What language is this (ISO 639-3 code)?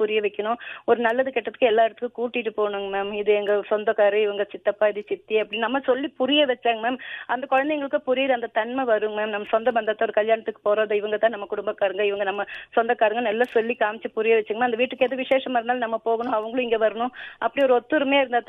tam